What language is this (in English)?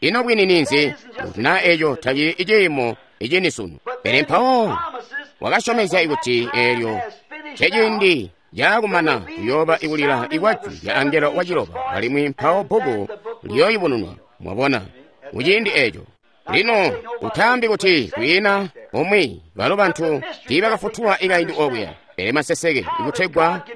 Tonga (Zambia)